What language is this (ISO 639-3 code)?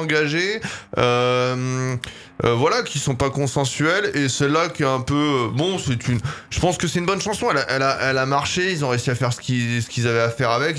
fra